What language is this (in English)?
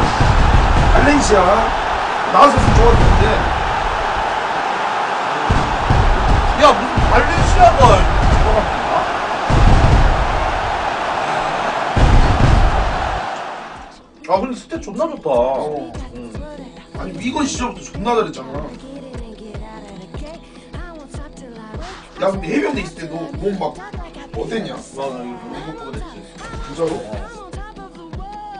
Korean